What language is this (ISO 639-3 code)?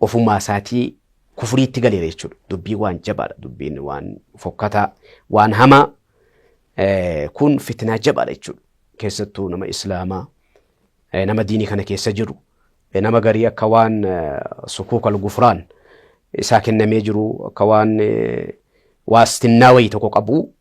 orm